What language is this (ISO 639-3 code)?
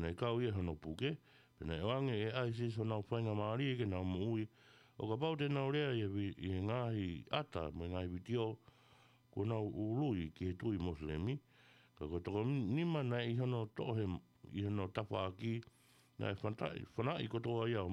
ton